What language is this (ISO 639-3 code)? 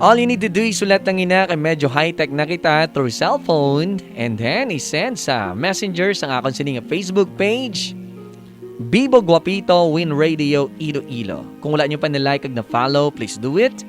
hil